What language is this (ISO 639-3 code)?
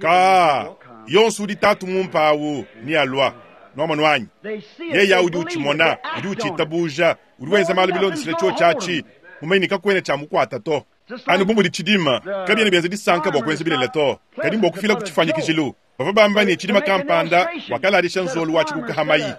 lua